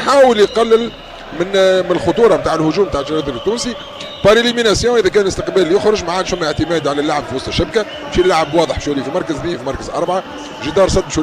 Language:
Tunisian Arabic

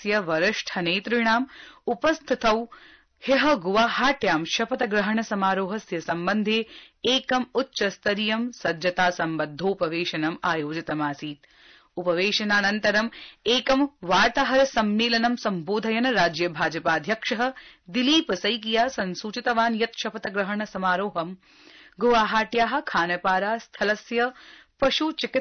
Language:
Sanskrit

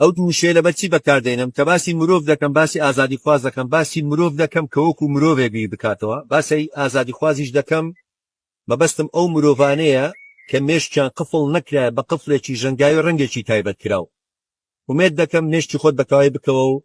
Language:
Central Kurdish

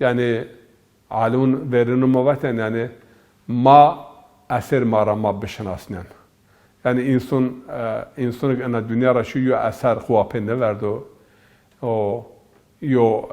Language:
Zaza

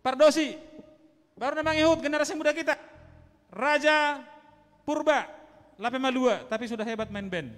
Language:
Batak Simalungun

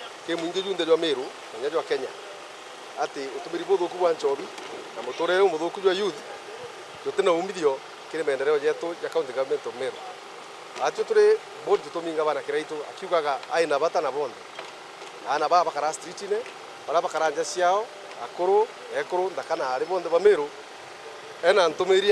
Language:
Meru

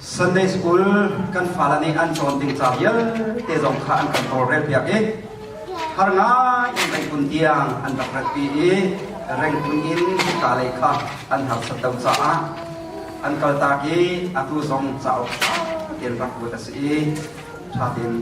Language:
Hakha Chin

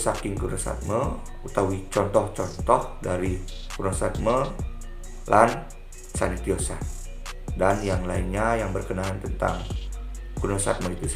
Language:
Balinese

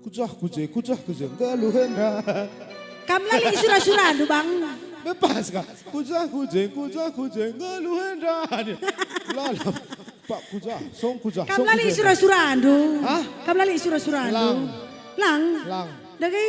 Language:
Batak Karo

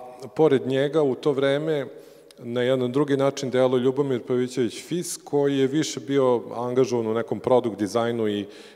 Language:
Serbian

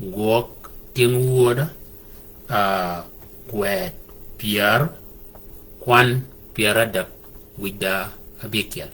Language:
Shilluk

